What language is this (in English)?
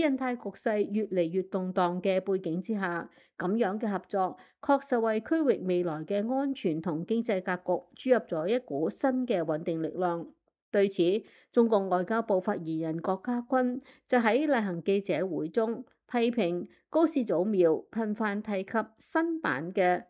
Cantonese